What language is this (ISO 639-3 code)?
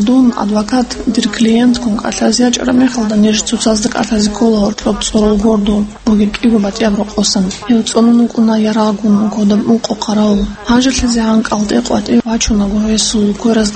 ava